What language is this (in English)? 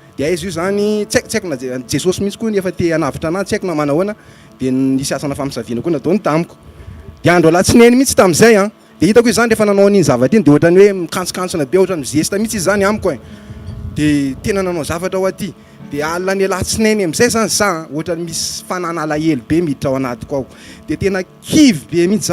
Malagasy